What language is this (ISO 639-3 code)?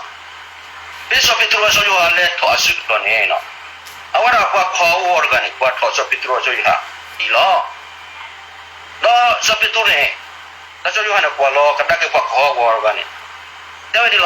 ksw